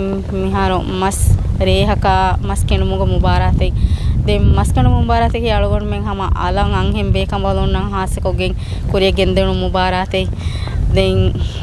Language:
Divehi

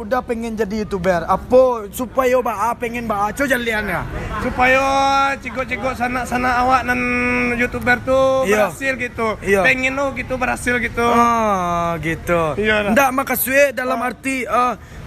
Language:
Minangkabau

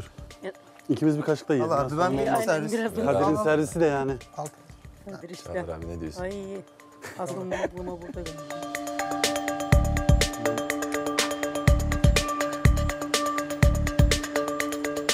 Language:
Turkish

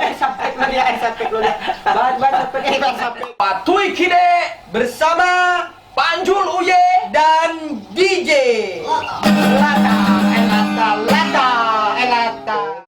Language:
Minangkabau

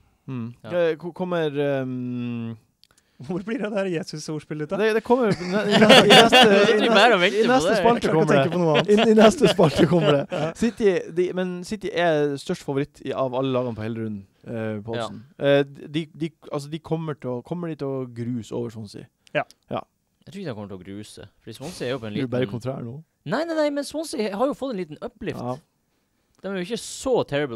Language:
Norwegian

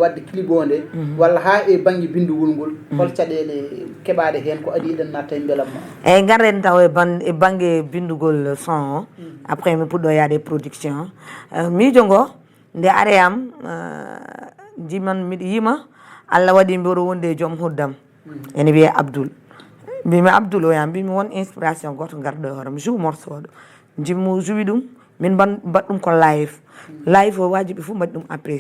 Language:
Fula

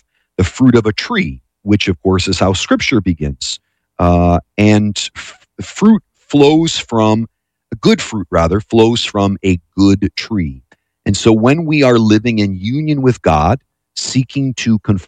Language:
English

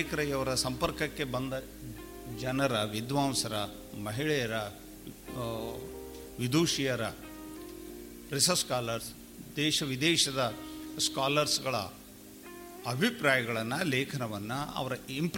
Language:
Kannada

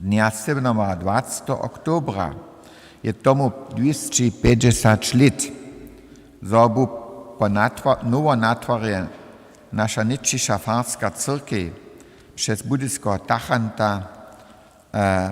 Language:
Upper Sorbian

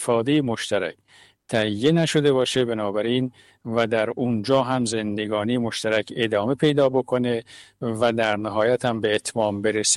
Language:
Persian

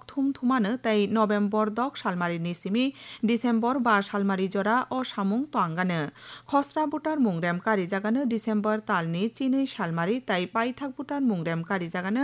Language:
Kok Borok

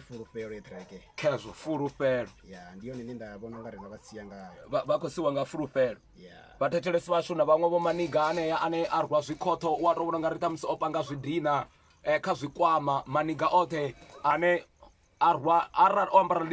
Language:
Venda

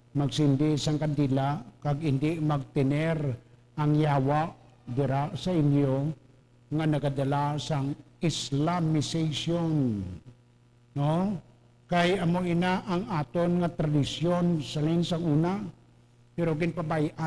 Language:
Hiligaynon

